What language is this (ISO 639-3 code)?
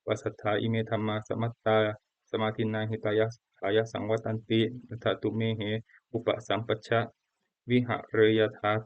pli